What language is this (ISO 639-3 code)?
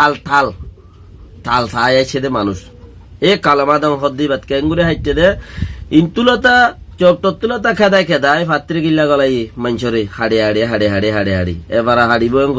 rhg